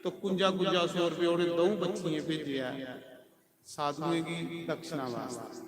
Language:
Dogri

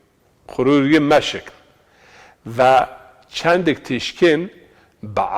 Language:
Zaza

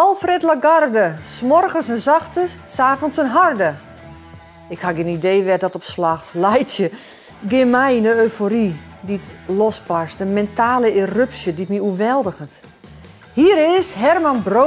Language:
Western Frisian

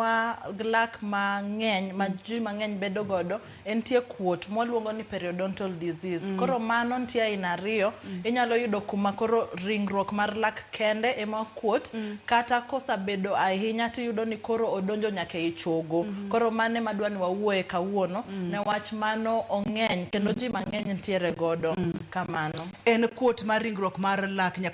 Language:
Luo (Kenya and Tanzania)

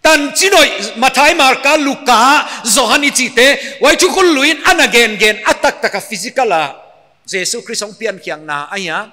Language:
Paite Chin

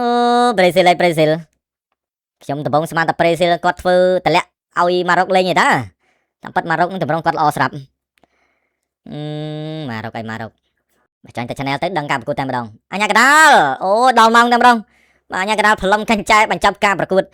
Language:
Khmer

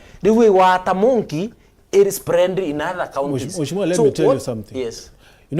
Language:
Meru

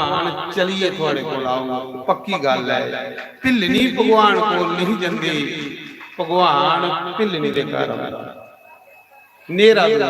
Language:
Dogri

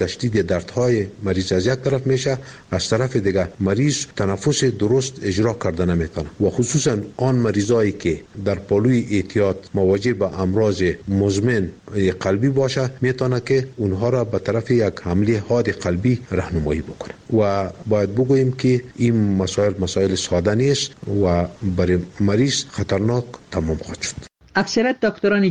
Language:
Persian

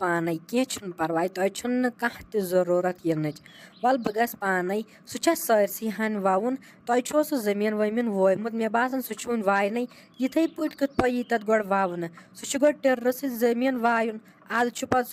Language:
Kashmiri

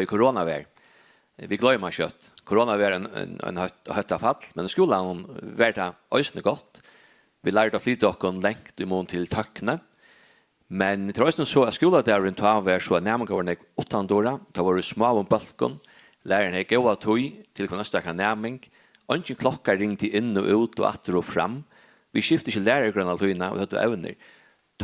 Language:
Faroese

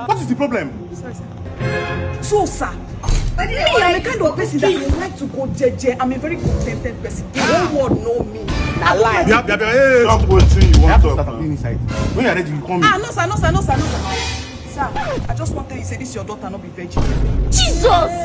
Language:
Nigerian Pidgin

